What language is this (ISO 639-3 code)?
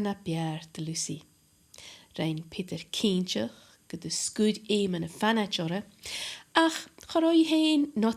gla